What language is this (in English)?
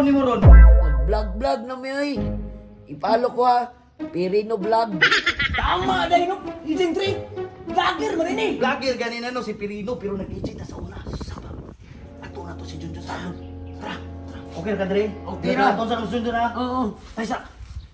Cebuano